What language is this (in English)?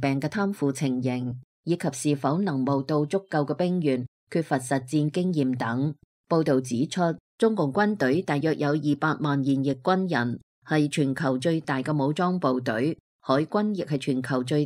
Cantonese